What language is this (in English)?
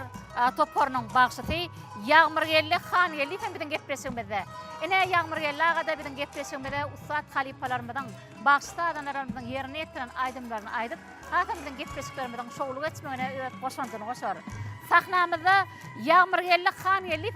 Turkmen